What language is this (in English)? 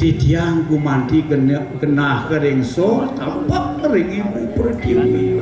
Balinese